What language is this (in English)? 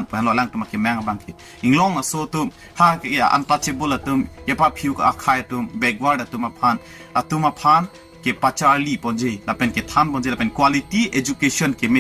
Karbi